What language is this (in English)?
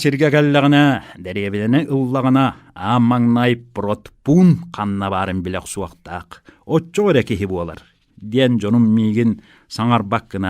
Yakut